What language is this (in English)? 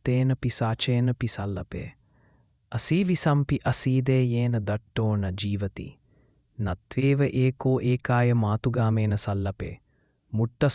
Sinhala